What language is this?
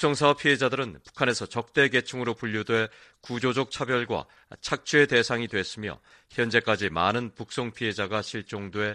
Korean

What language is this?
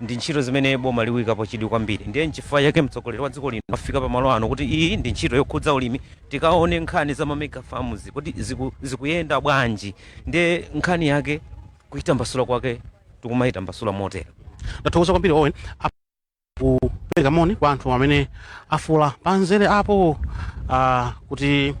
Nyanja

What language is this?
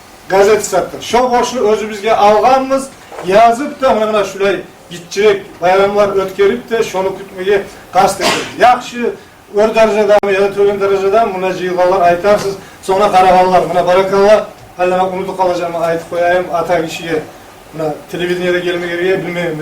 Kumyk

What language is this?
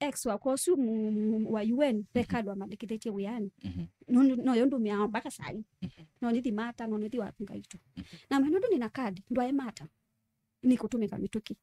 Kamba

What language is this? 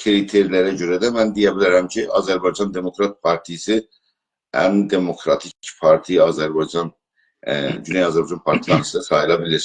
South Azerbaijani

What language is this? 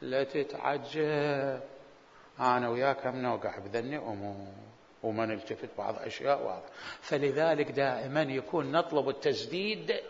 Mesopotamian Arabic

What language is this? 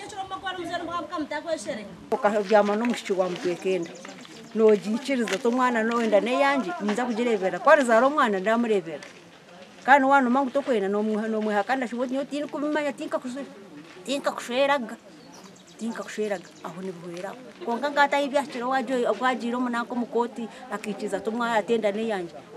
Nyankole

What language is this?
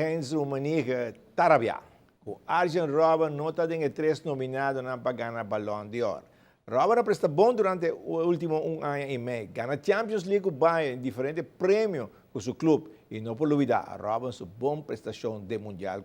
Papiamento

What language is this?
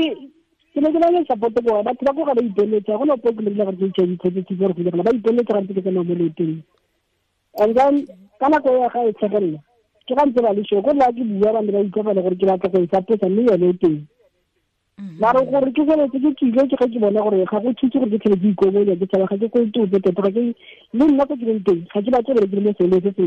Tswana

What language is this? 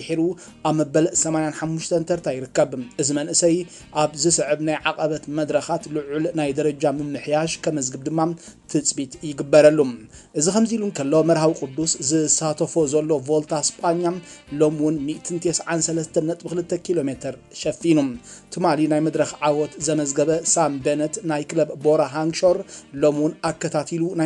Tigrinya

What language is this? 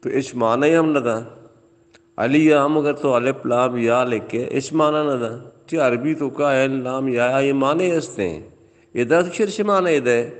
Baluchi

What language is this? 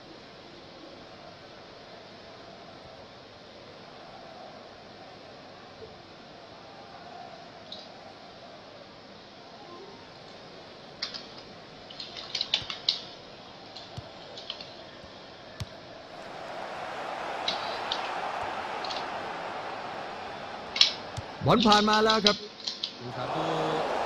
Thai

